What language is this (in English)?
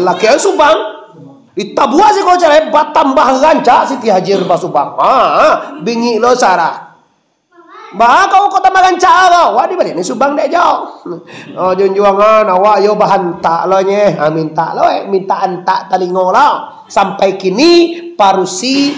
Minangkabau